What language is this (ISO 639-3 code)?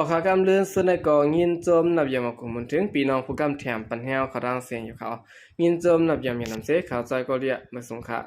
shn